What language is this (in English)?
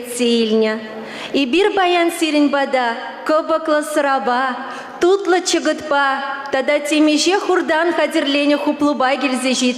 Chuvash